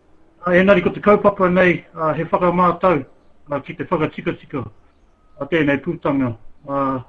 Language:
Māori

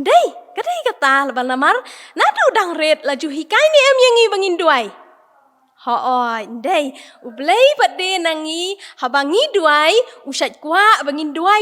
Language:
Khasi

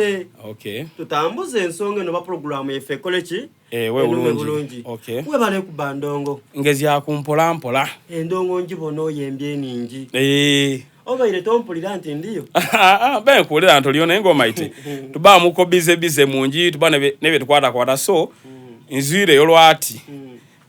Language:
Soga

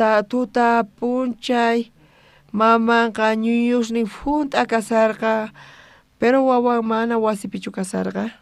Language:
South Bolivian Quechua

